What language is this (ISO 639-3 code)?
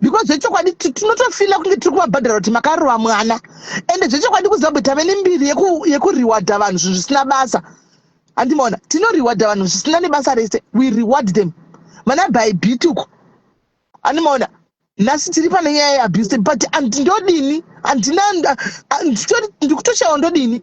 sna